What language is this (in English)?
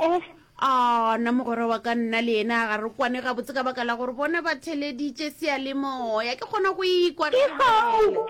Northern Sotho